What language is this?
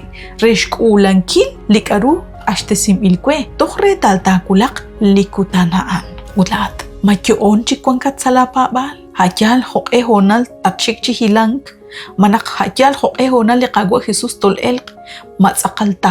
Kekchí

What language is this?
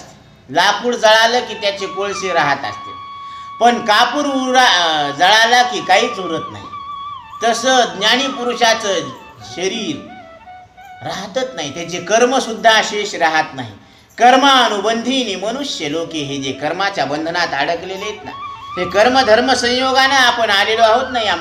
Marathi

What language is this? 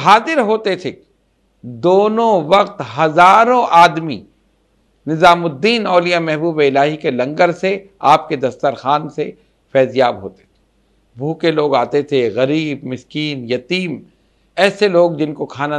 Urdu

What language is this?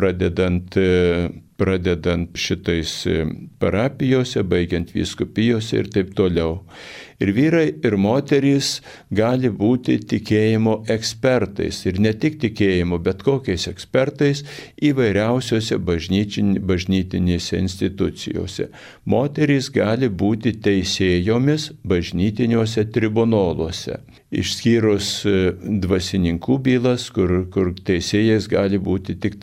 Lithuanian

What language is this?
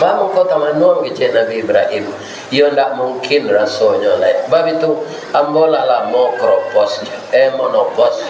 Minangkabau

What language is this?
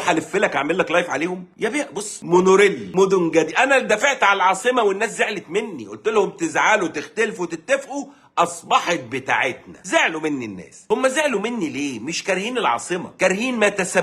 Egyptian Arabic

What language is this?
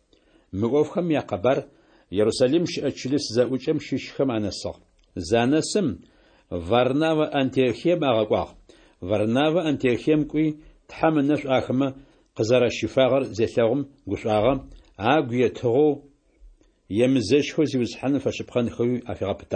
Adyghe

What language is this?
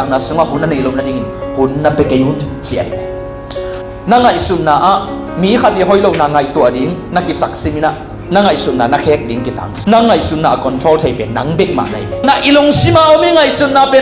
Tedim Chin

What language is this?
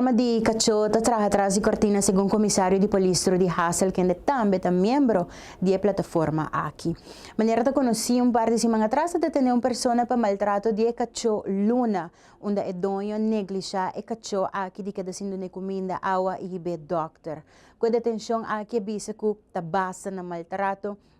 Papiamento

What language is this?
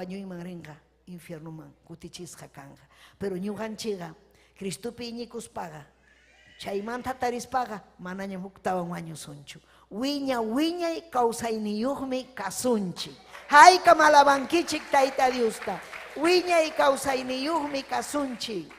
Ayacucho Quechua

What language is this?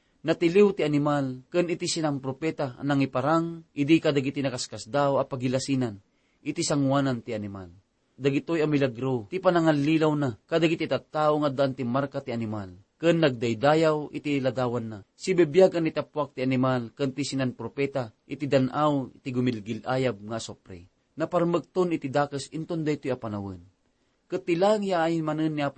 Iloko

